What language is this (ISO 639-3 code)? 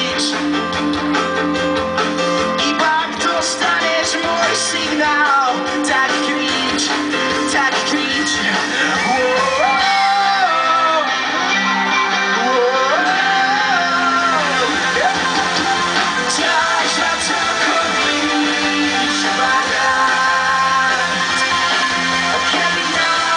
slk